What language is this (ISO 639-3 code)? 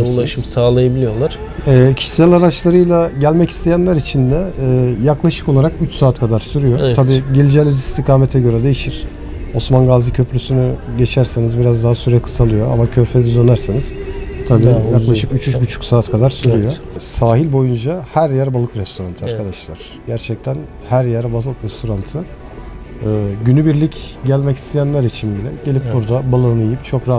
tur